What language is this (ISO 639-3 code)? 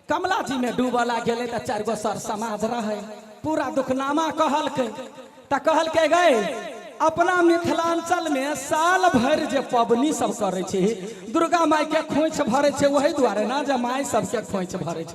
mai